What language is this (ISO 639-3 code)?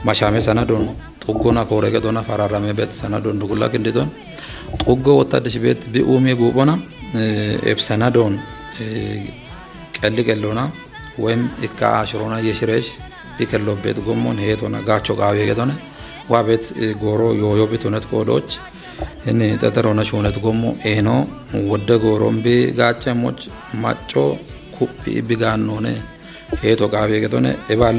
kbr